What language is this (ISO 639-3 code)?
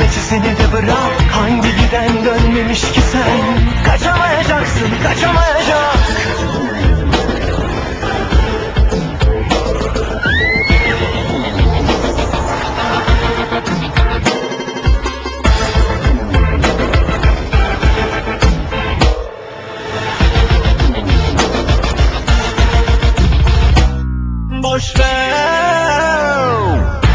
tur